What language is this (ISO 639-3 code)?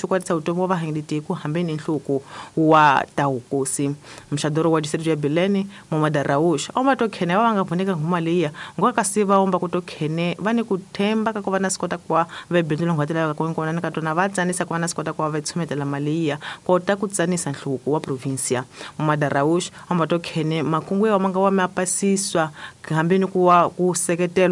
tso